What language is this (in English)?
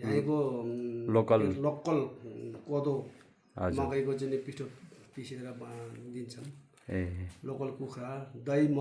Nepali